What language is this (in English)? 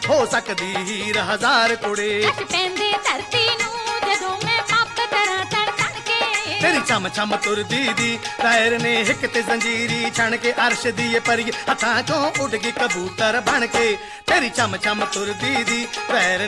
Punjabi